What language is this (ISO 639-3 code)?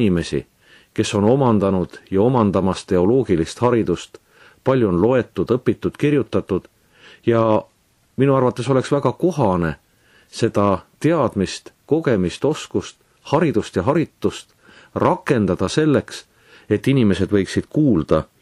est